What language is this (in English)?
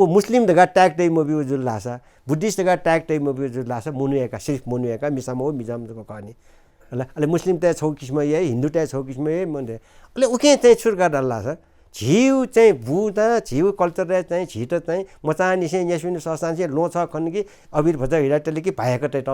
Newari